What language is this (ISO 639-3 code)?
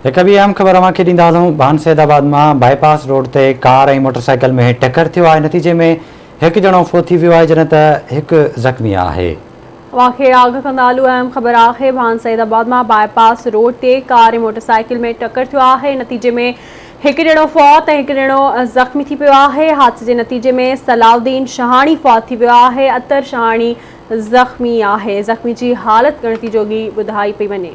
snd